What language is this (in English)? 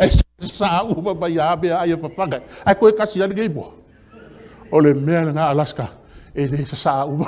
Samoan